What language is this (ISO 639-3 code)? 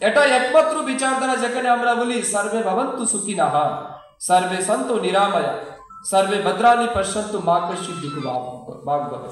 trp